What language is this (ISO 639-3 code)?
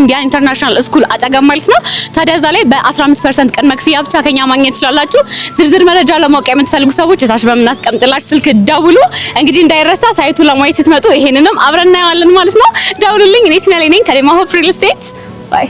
amh